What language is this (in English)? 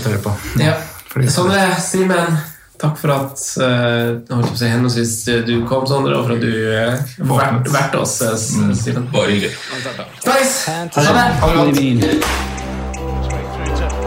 Norwegian